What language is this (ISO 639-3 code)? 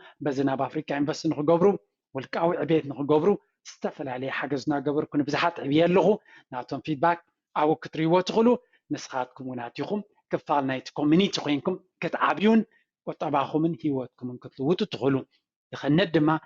tir